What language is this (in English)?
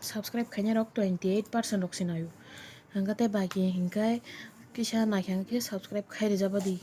Kok Borok